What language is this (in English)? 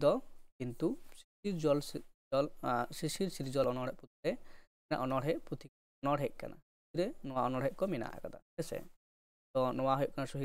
Santali